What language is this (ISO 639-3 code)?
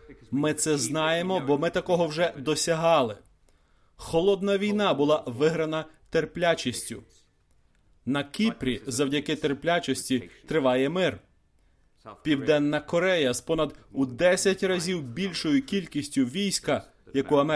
ukr